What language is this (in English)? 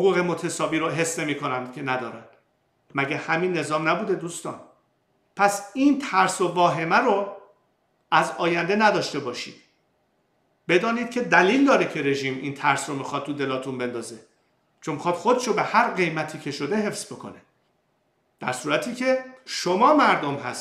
Persian